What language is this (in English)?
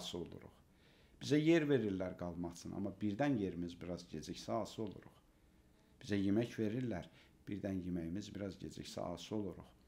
Azerbaijani